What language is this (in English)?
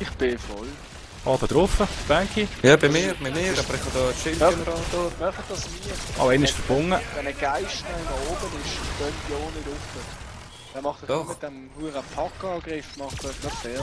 Swiss German